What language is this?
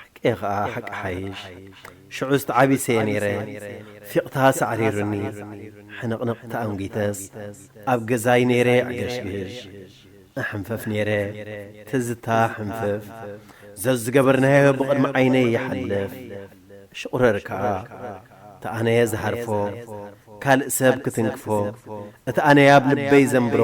Tigrinya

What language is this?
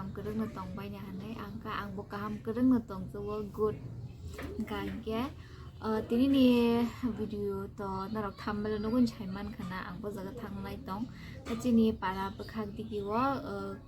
Kok Borok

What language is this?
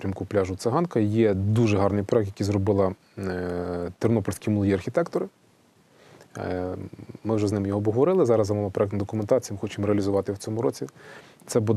Ukrainian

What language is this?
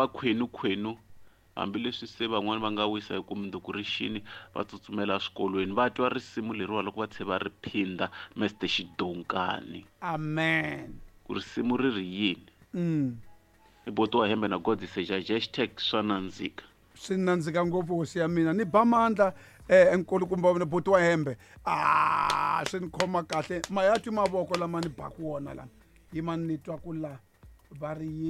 Tsonga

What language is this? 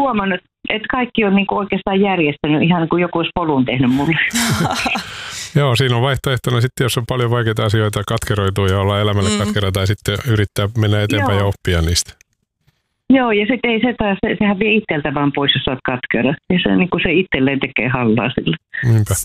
Finnish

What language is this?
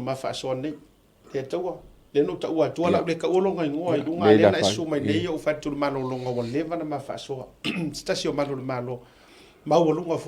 Samoan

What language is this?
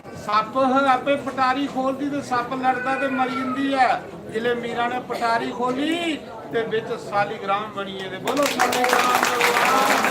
Dogri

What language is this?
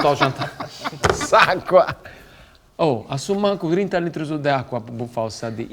Sardinian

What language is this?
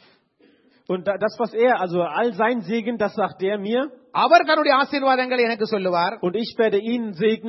Tamil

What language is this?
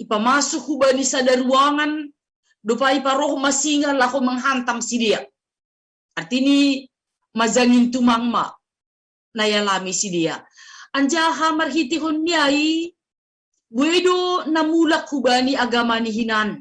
Batak Simalungun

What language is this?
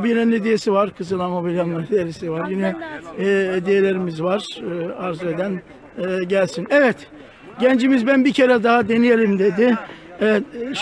Turkish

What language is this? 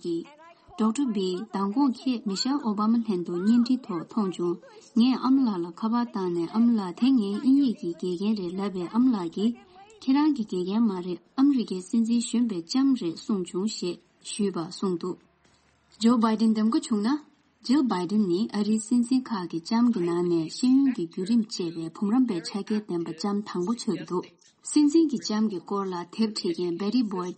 Tibetan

